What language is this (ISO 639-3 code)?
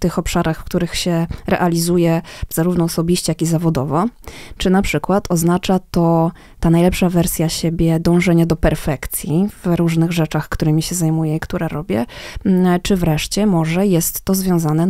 pol